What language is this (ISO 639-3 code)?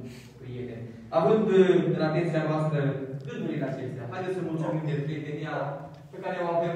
ron